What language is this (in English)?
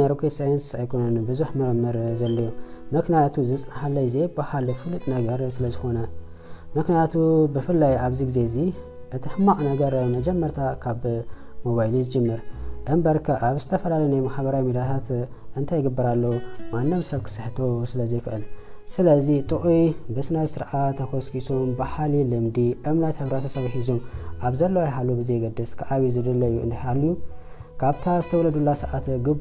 Tigrinya